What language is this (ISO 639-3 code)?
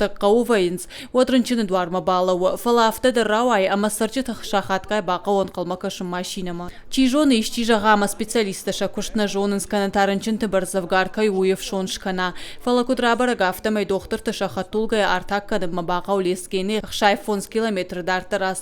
oss